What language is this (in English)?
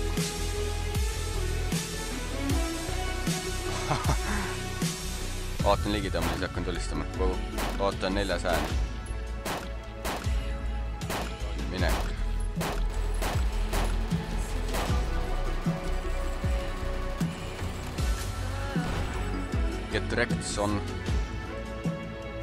Estonian